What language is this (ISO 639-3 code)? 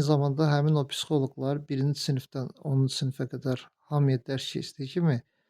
aze